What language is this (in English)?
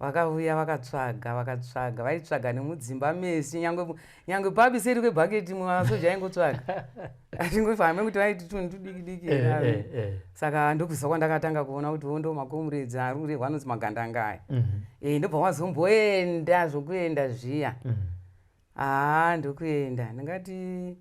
Shona